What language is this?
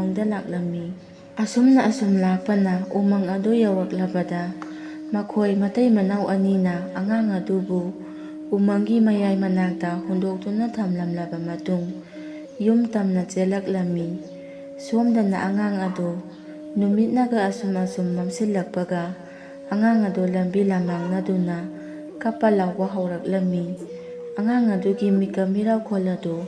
Manipuri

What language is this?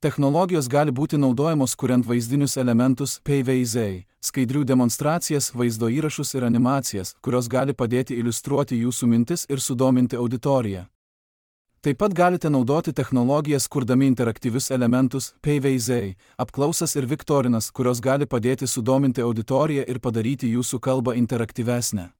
Lithuanian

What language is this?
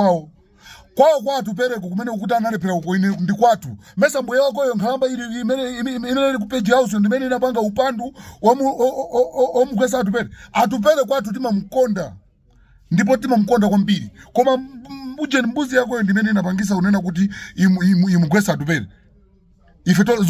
Nyanja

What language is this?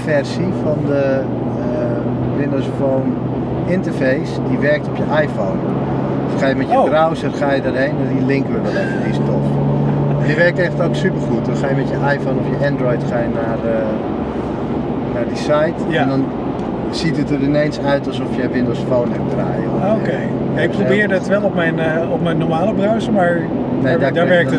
Dutch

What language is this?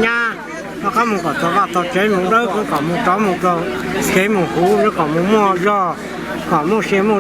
Hmong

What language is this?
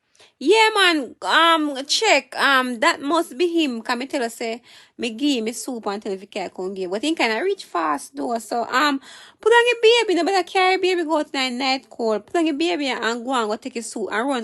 Jamaican Creole English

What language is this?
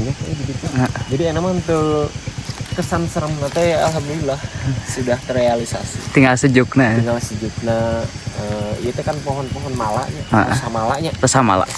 Sundanese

